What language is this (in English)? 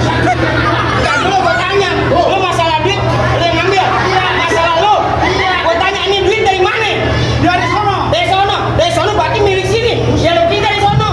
Betawi